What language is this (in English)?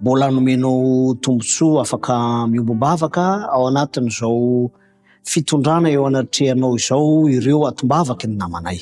Malagasy